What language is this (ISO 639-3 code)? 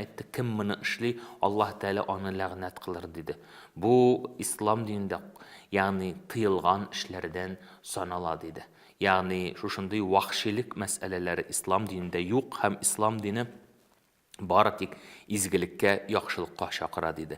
tat